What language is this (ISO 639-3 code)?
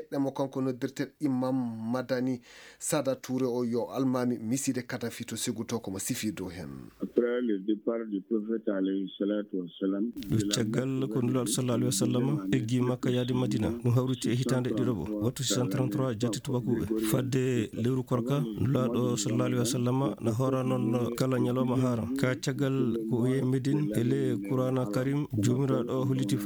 ful